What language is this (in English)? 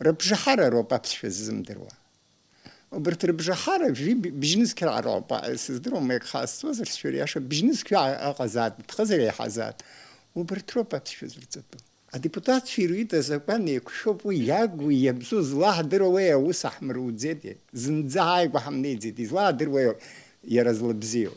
Abkhazian